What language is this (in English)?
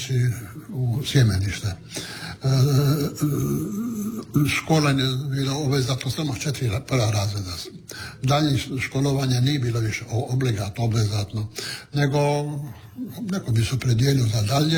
Croatian